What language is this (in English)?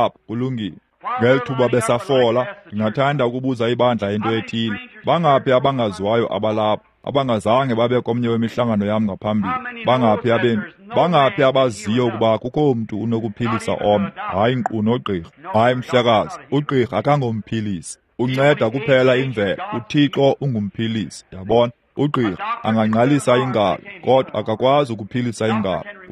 Xhosa